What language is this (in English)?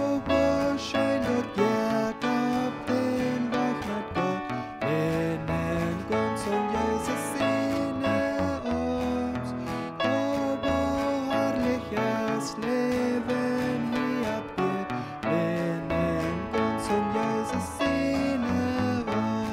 Plautdietsch